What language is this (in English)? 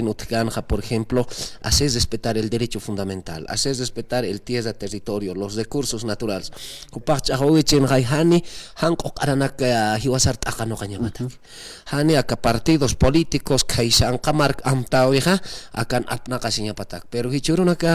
Aymara